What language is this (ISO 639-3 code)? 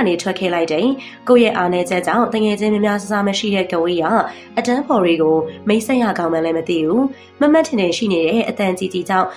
mya